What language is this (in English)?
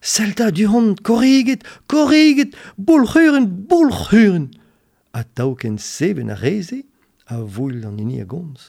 Breton